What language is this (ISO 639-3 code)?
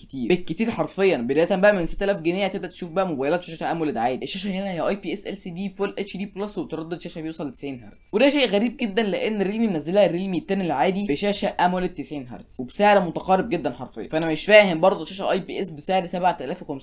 arz